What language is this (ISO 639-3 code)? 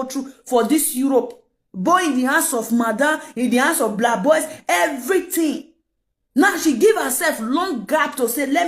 pcm